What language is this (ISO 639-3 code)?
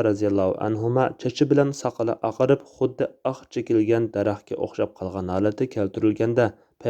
uig